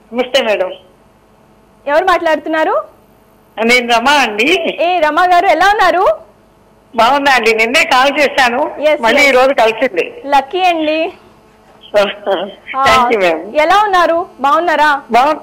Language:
Telugu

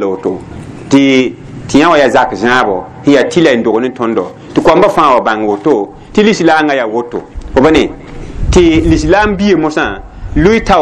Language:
Mossi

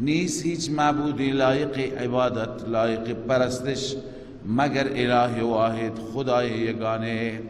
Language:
Persian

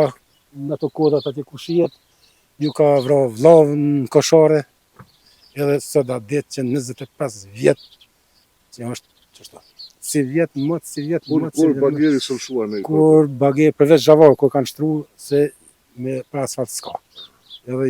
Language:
Albanian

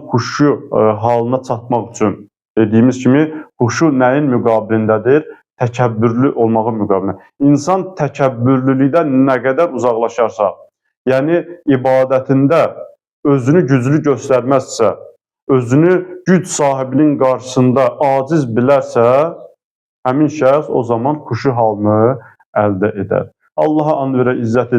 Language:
Azerbaijani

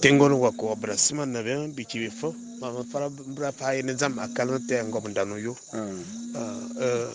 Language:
Fang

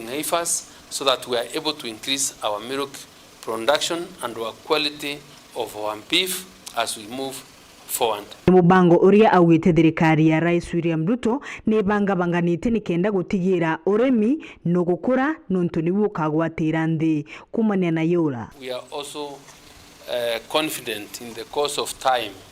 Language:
Meru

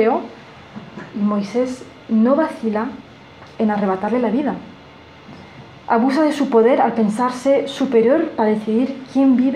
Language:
Spanish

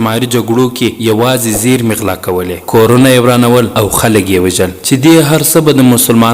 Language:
Pashto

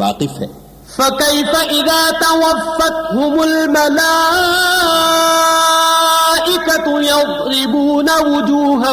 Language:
Urdu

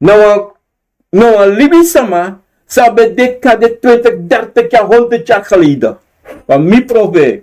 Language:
Sranan Tongo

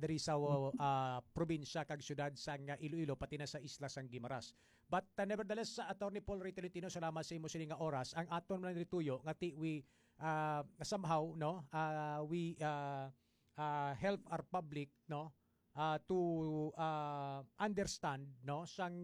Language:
Hiligaynon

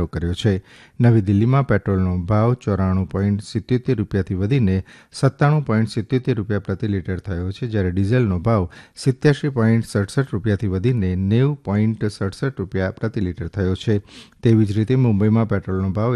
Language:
Gujarati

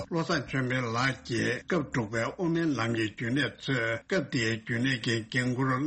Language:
Tibetan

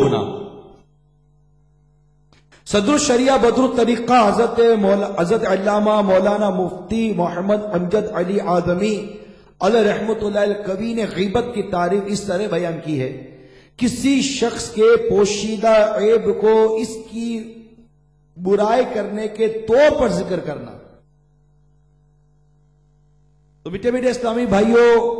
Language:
Urdu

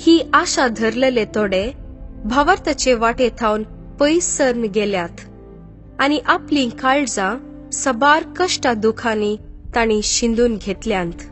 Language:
Konkani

